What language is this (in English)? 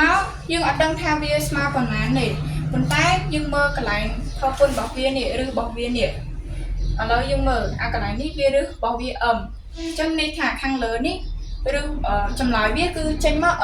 Khmer